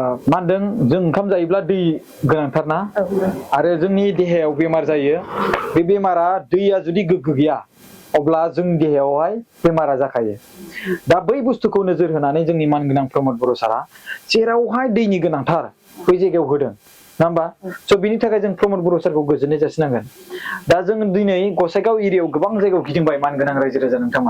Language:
Bodo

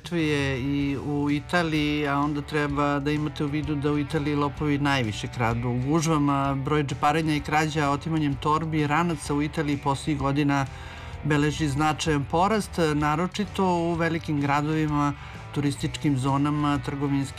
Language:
Serbian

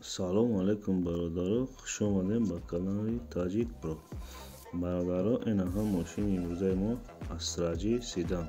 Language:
Tajik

